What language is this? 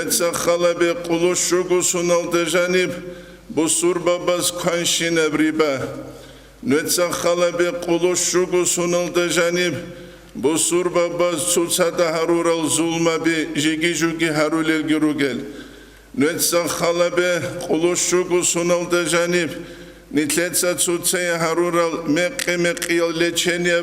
Avaric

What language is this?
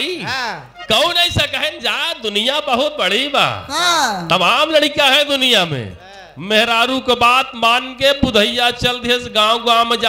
Bhojpuri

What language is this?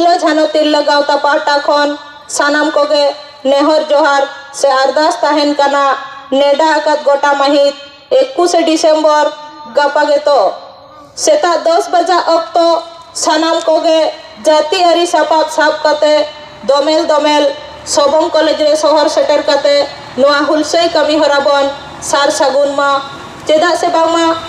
Santali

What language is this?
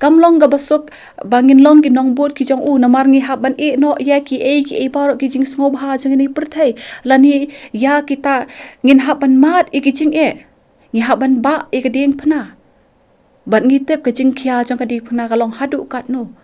Khasi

